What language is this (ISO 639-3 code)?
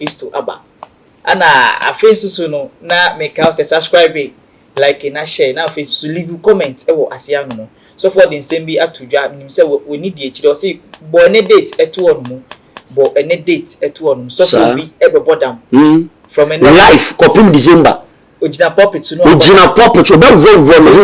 aka